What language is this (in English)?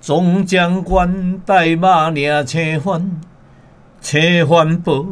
Min Nan Chinese